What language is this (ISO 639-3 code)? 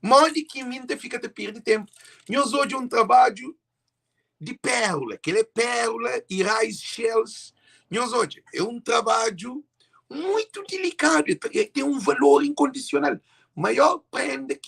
kea